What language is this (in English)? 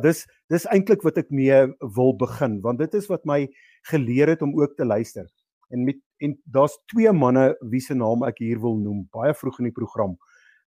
Afrikaans